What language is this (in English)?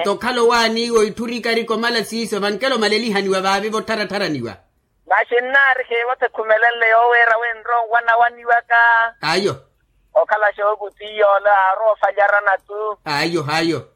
Makhuwa